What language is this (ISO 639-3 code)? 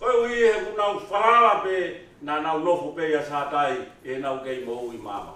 ton